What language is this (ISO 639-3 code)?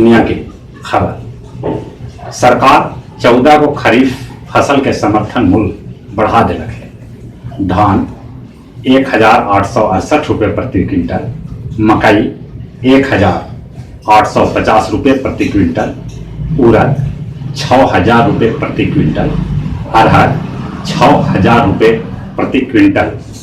mag